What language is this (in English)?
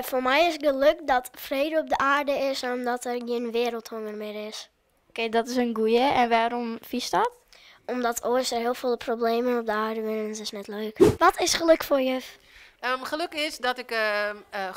Western Frisian